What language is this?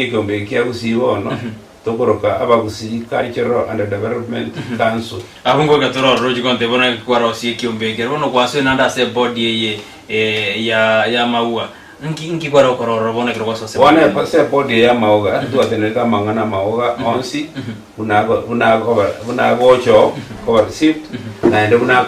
Gusii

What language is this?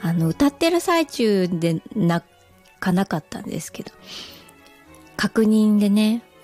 Japanese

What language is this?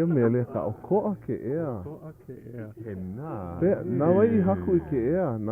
Hawaiian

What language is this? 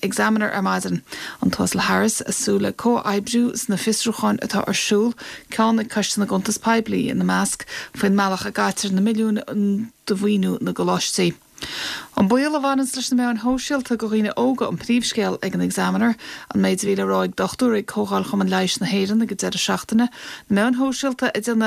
Irish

